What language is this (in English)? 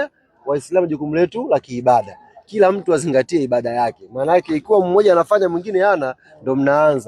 Swahili